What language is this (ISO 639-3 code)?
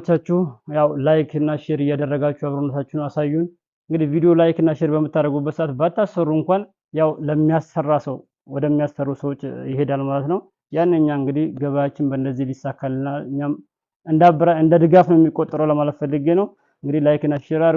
amh